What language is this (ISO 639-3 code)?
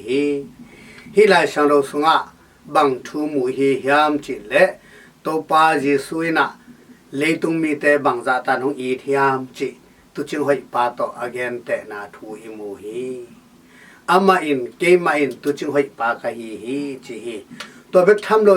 ctd